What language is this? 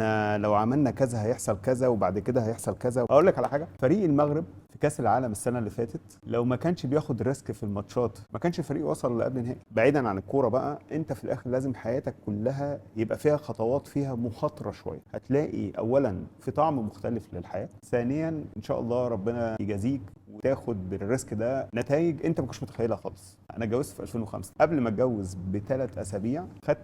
Egyptian Arabic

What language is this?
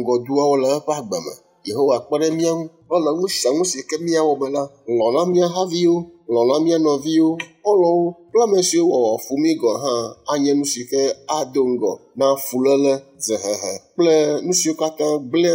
Ewe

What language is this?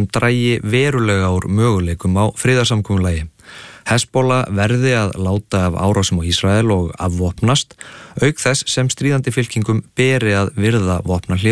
Icelandic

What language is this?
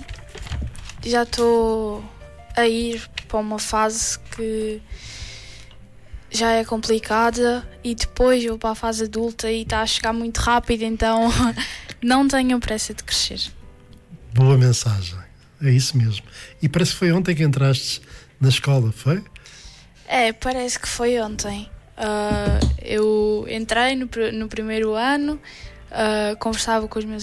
Portuguese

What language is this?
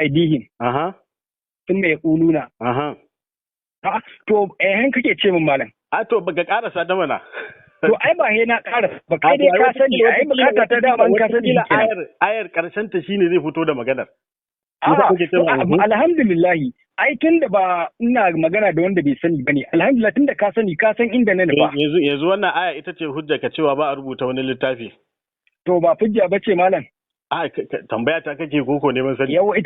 Hausa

